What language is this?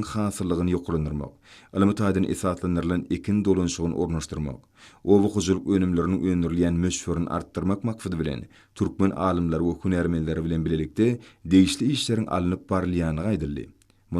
Turkmen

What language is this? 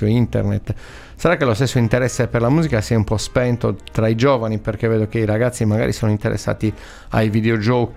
Italian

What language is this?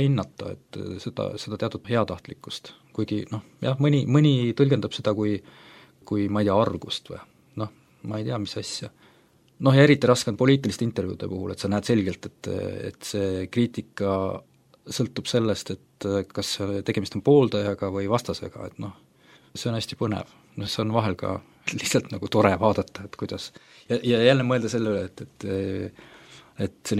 Estonian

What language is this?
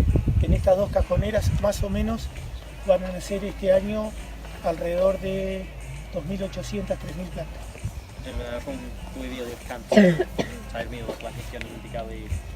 Welsh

